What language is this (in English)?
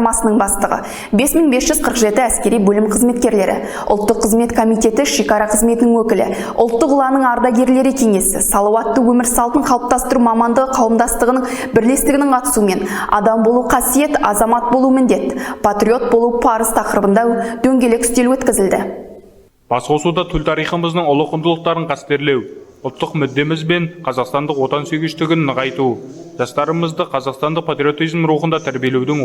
Kazakh